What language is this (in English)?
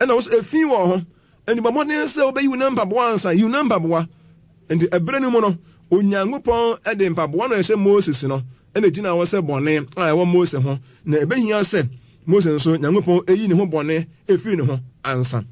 Akan